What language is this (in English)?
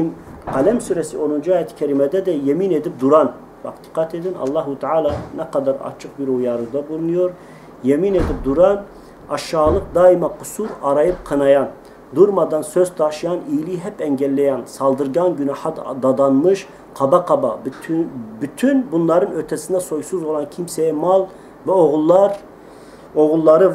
Turkish